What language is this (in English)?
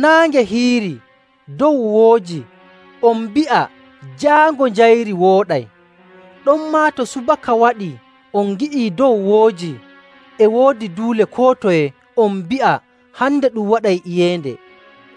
Nigerian Fulfulde